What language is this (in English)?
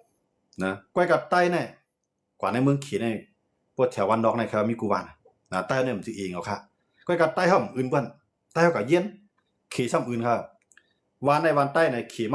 Shan